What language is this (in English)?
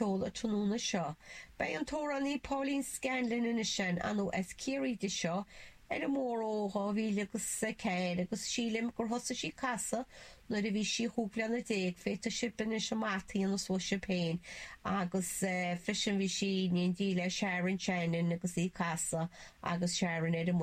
Irish